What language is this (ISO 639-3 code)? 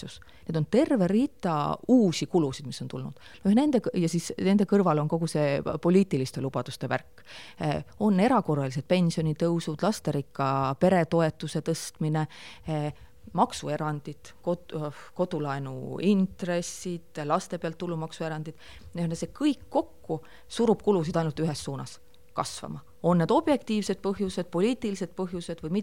est